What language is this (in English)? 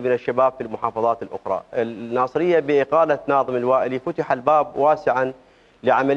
Mesopotamian Arabic